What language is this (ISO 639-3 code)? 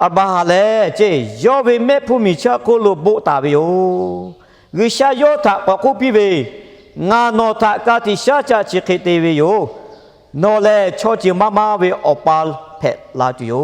lhu